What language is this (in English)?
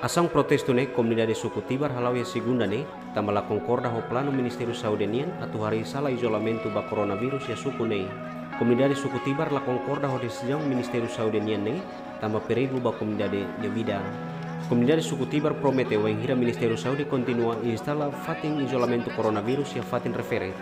Tetum